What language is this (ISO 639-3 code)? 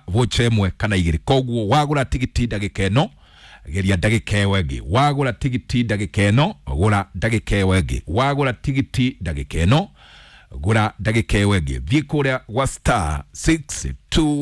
kik